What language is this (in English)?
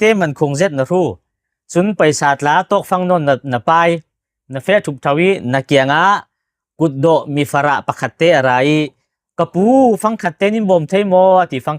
Falam Chin